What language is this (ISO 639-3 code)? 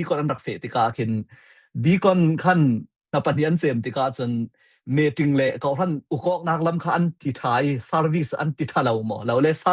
cfm